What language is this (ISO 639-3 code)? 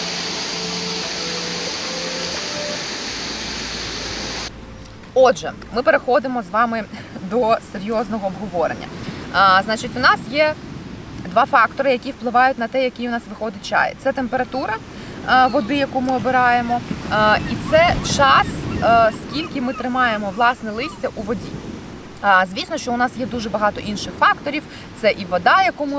ukr